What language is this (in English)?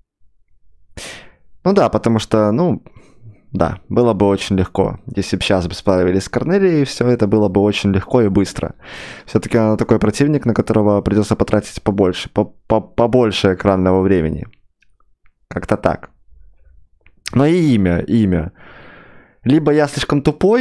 Russian